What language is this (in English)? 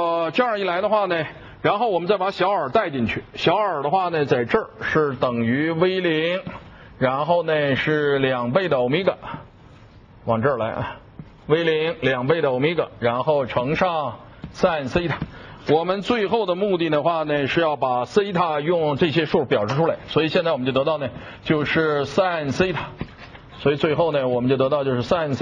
Chinese